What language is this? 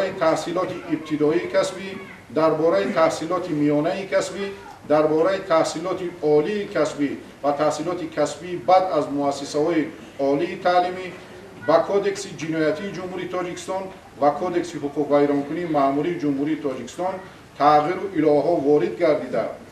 Tajik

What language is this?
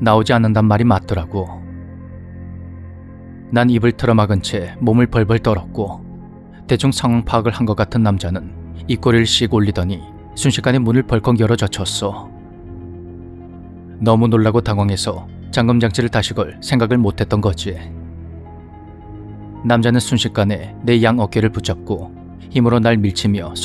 Korean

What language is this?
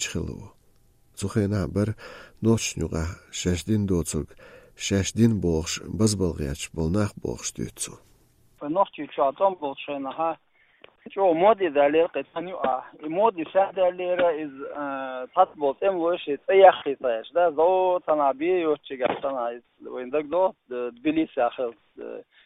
Chechen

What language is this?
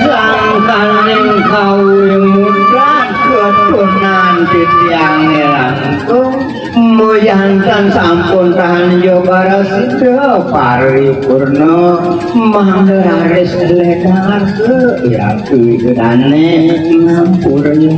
Balinese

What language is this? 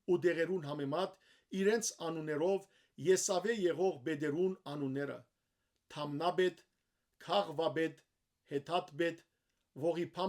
Western Armenian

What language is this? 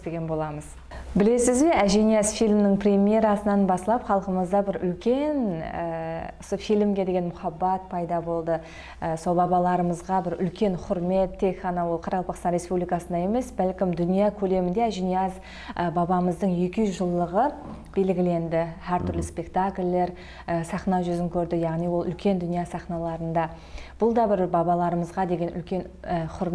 Kara-Kalpak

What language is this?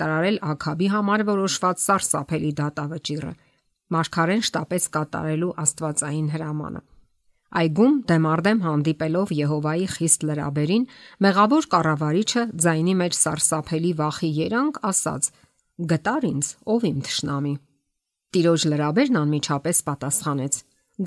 Armenian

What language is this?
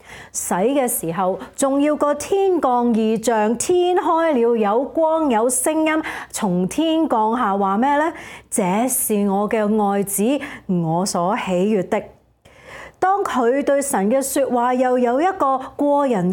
Cantonese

